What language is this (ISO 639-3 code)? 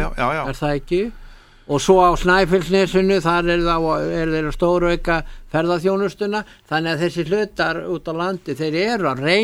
isl